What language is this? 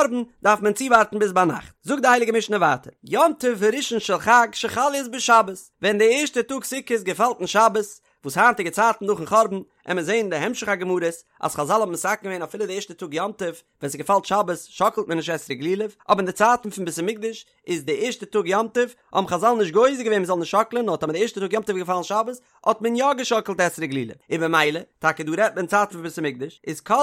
Yiddish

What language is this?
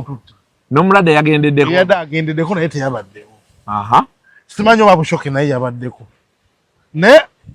Ganda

